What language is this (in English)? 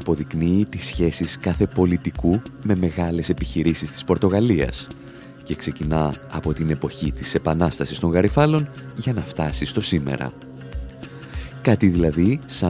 Greek